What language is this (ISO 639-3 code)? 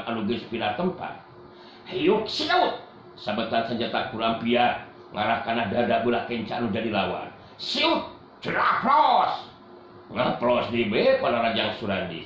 sun